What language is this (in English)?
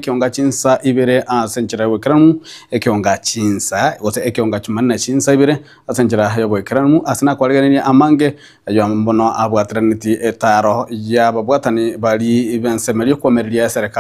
Gusii